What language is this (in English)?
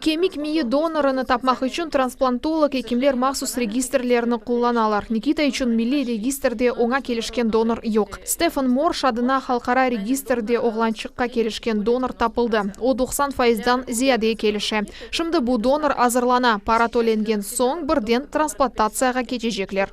Crimean Tatar